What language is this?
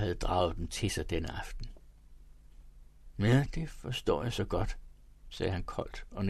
Danish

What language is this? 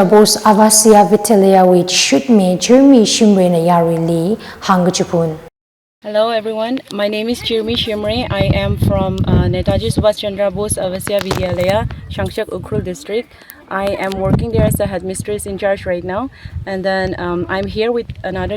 Tangkhul Naga (India)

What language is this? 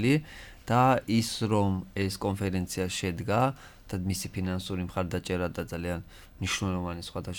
Georgian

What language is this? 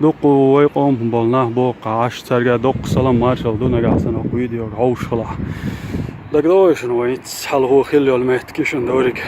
Chechen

